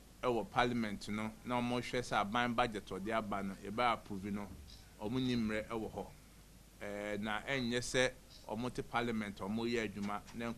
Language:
Akan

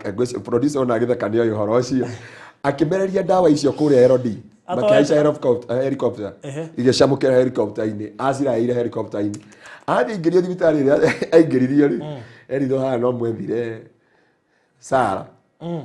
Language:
Kikuyu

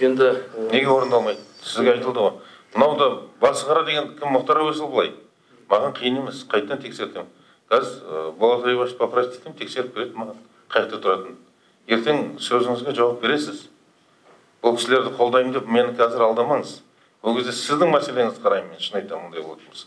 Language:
Kazakh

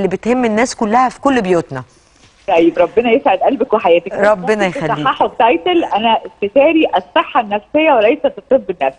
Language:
Egyptian Arabic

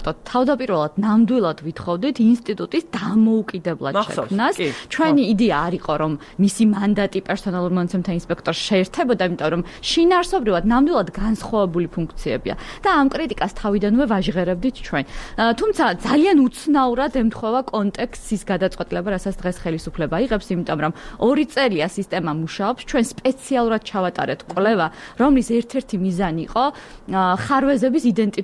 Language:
Georgian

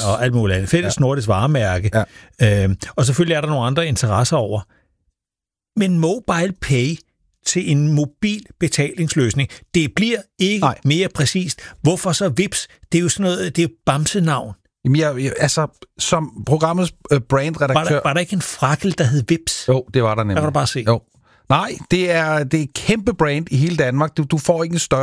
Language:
Danish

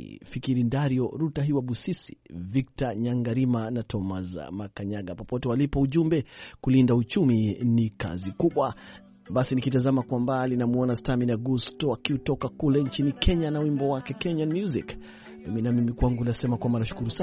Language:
Swahili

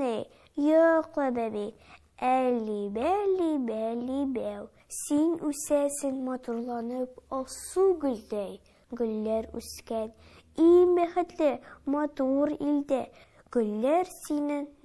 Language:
Tatar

